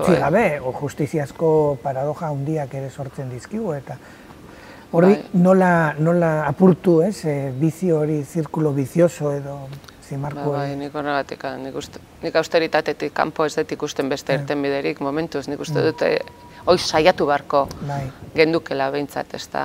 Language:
Basque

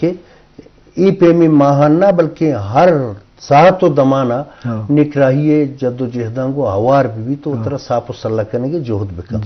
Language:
Eastern Balochi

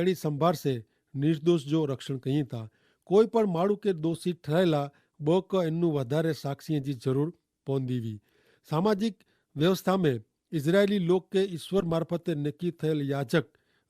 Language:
Kachhi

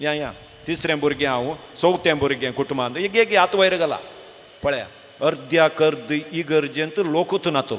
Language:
Konkani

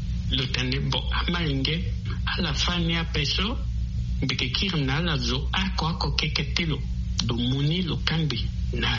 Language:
Sango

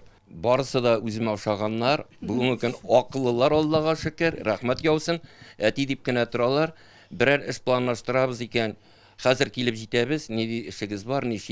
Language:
Tatar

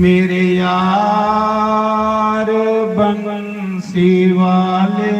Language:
Dogri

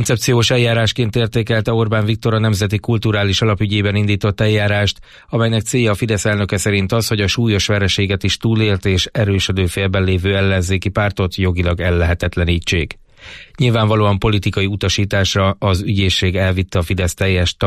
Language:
Hungarian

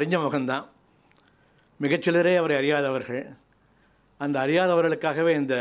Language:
Tamil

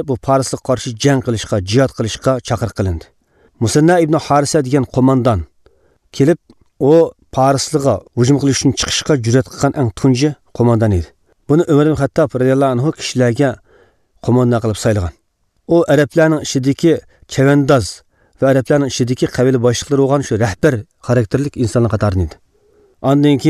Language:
Uyghur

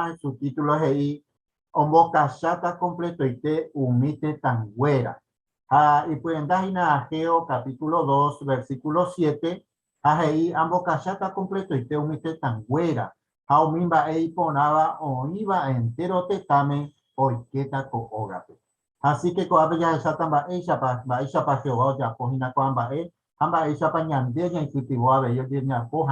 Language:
Guarani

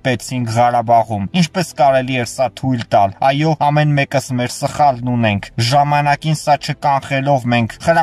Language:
Armenian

